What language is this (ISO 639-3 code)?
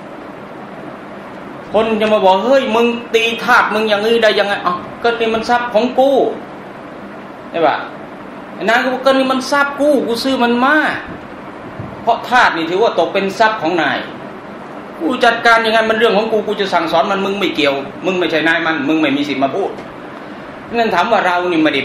tha